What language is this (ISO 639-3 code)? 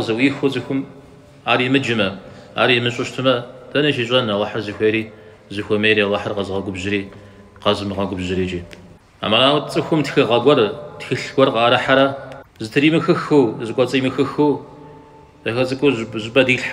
kbd